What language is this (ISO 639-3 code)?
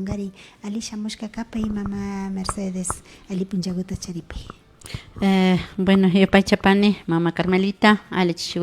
qvi